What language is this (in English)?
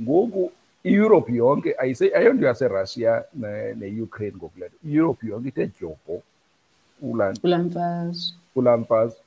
Xhosa